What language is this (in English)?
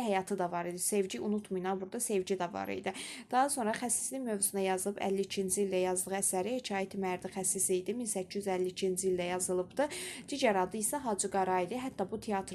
Azerbaijani